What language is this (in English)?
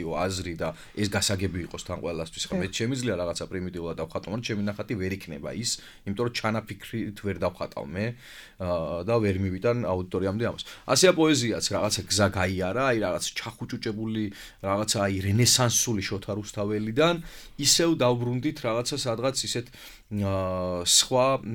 Georgian